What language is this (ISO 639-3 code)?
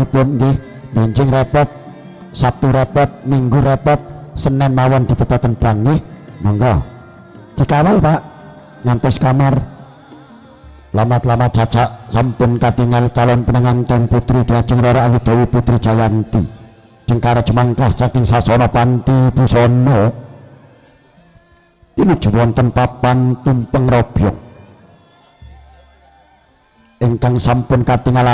jav